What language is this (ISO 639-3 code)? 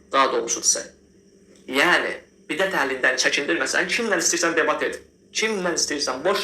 aze